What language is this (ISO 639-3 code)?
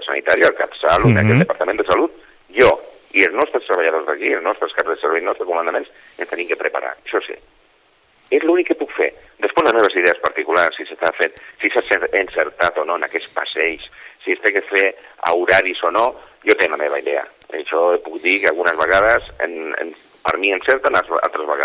cat